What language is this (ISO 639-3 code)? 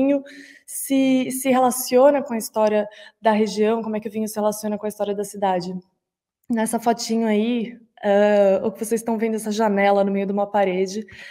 por